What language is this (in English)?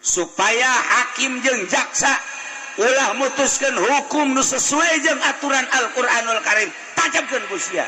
Sundanese